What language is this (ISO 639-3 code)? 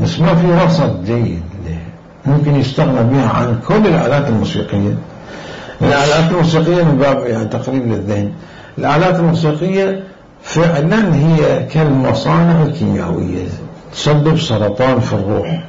acm